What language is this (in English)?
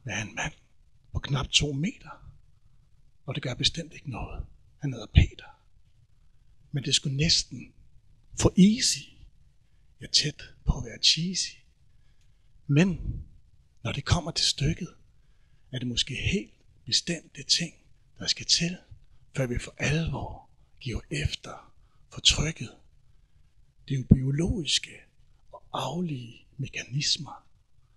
Danish